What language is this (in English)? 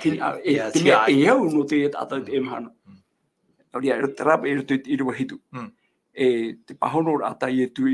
Tahitian